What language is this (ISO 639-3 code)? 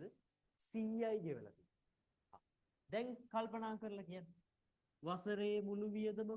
sin